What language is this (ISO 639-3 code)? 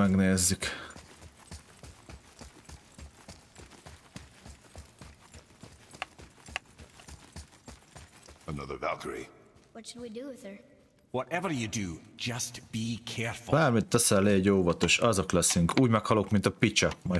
hun